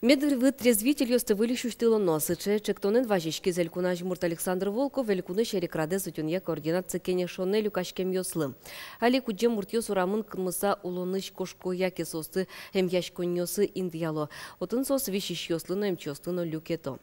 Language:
Udmurt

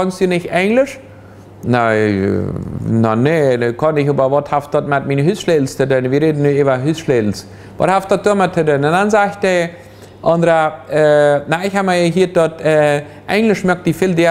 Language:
Plautdietsch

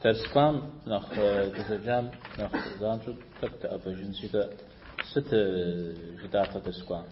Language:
Kabardian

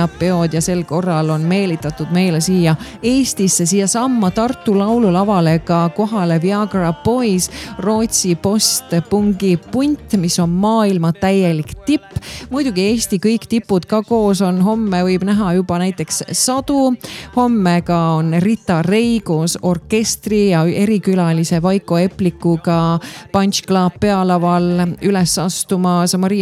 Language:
Estonian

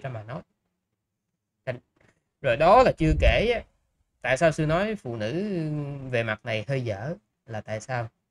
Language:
Vietnamese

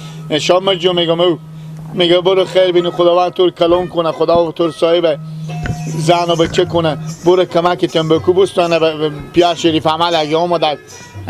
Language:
Persian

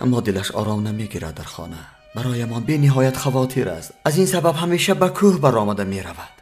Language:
Tajik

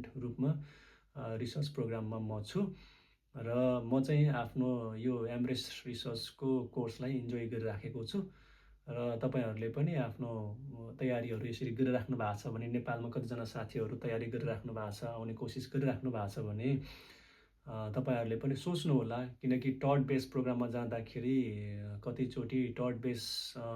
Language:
Nepali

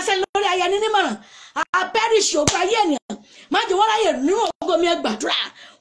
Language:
Yoruba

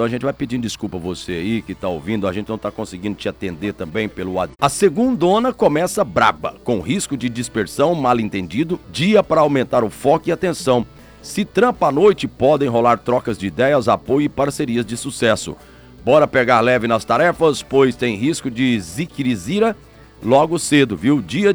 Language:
Portuguese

